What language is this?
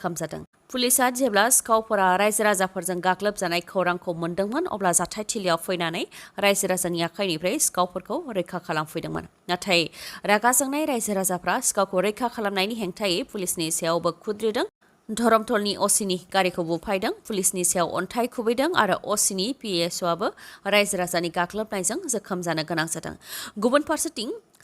Bodo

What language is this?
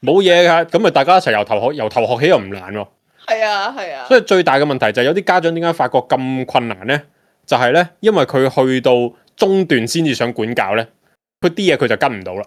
Cantonese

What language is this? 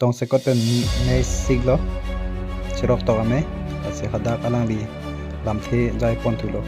Karbi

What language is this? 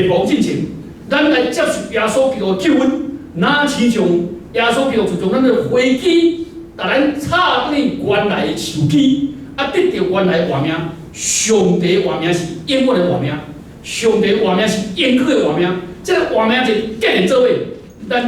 Min Nan Chinese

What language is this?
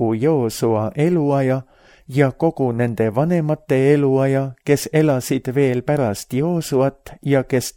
Estonian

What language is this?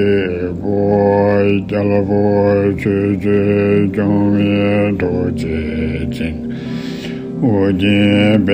Tibetan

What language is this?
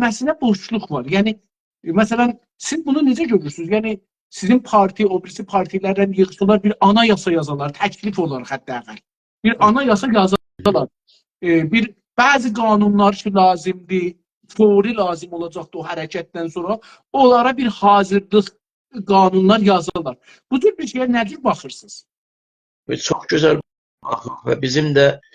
South Azerbaijani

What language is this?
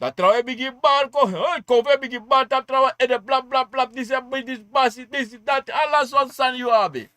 Sranan Tongo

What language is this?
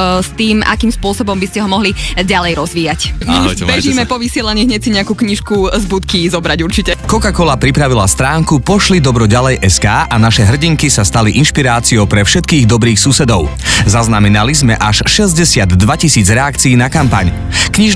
Slovak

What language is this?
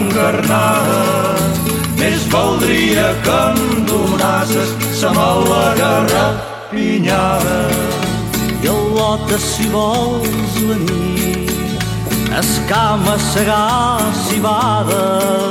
Catalan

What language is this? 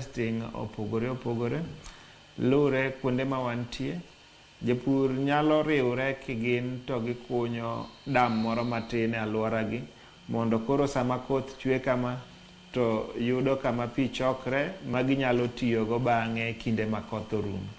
Luo (Kenya and Tanzania)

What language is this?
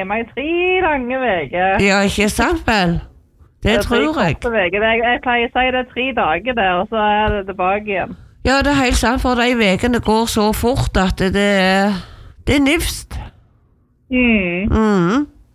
Norwegian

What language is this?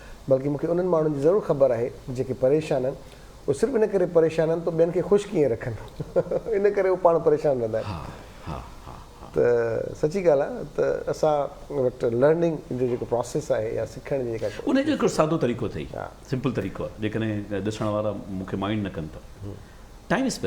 Sindhi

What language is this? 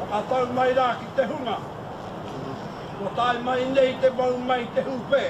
Māori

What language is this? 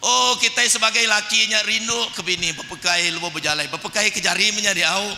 Iban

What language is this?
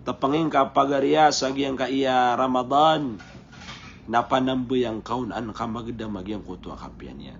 Maranao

